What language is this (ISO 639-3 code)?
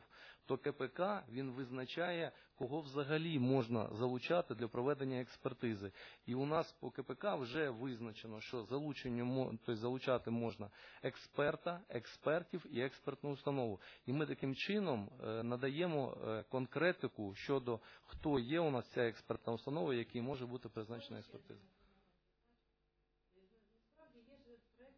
ukr